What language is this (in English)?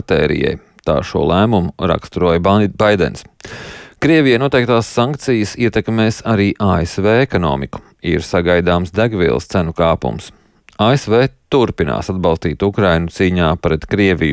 Latvian